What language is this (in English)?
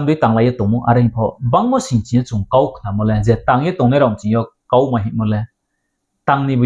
Riang (India)